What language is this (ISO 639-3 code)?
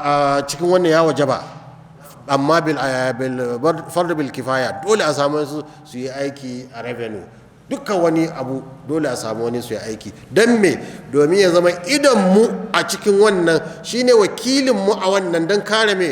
hau